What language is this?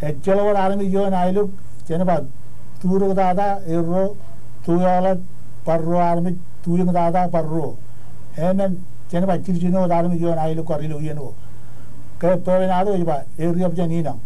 Marshallese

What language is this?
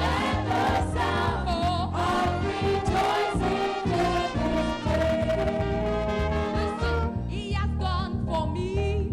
Ewe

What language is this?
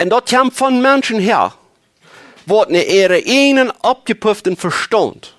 Plautdietsch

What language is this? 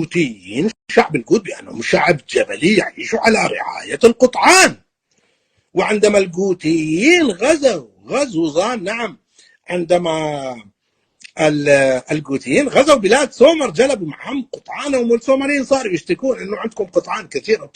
North Levantine Arabic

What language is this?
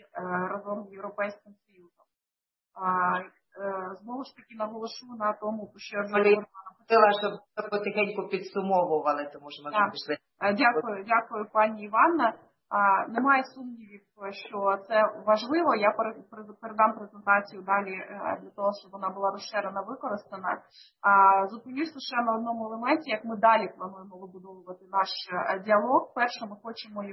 Ukrainian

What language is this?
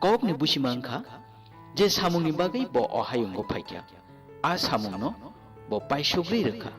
Kok Borok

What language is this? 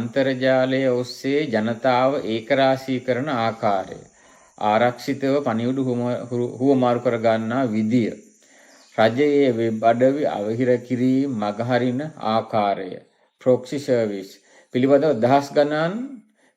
Sinhala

